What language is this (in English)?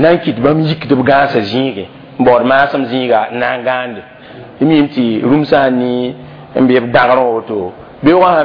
Mossi